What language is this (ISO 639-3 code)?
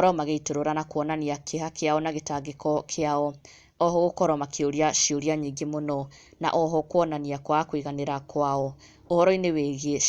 kik